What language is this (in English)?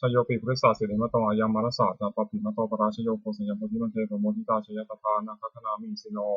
Pali